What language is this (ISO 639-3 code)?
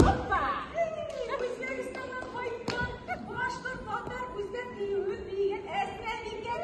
bak